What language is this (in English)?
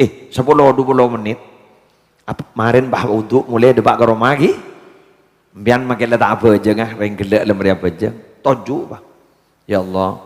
Madurese